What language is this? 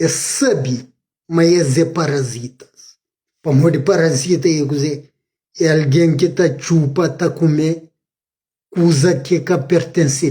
Kabuverdianu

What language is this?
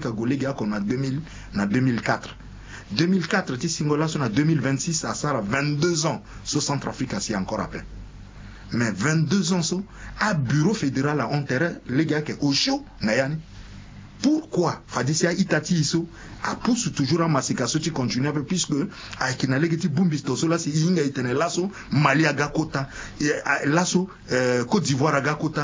Sango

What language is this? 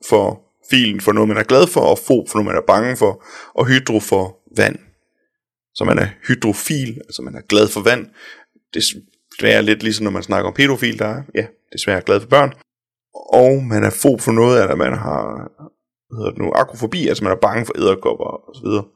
Danish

